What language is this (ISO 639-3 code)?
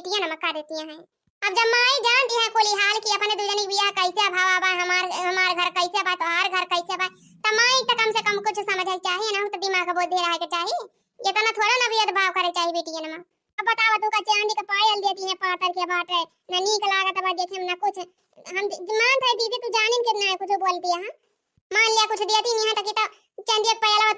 awa